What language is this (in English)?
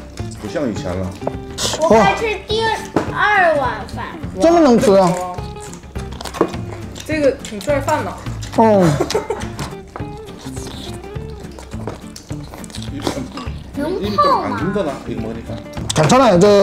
Chinese